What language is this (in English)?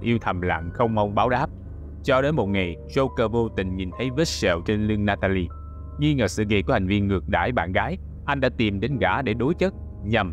Vietnamese